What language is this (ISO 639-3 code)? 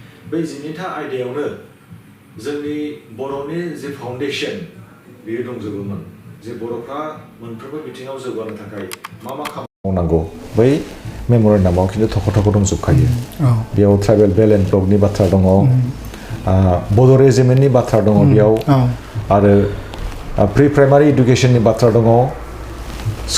brx